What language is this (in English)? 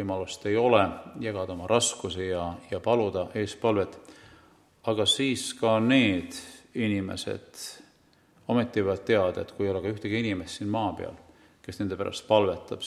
Estonian